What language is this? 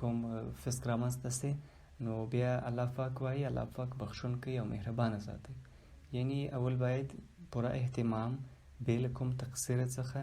Pashto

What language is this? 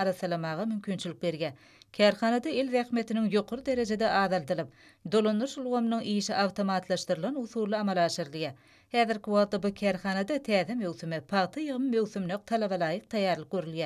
Turkmen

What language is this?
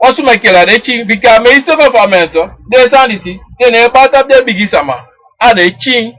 Sranan Tongo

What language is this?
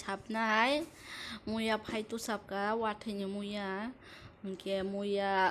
Kok Borok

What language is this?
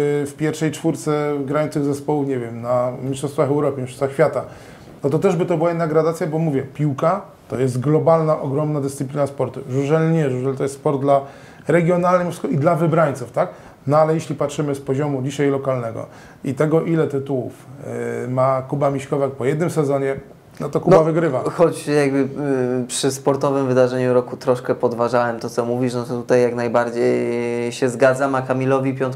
Polish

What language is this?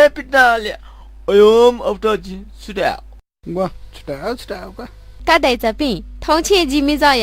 Newari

